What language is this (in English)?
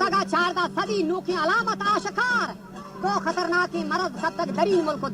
Baluchi